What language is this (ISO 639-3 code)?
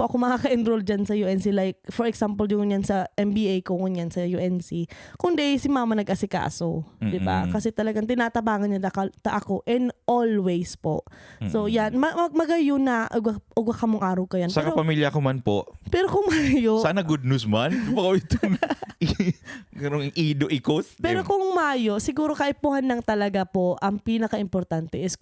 bik